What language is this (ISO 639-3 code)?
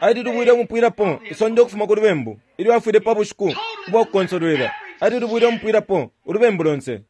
bem